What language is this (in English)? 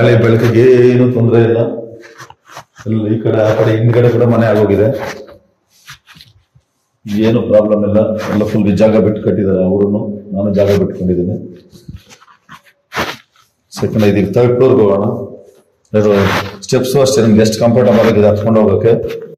Kannada